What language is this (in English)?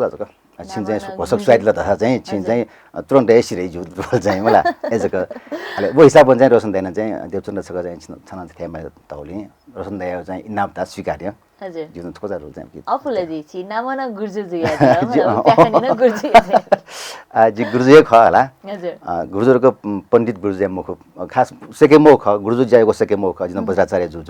Newari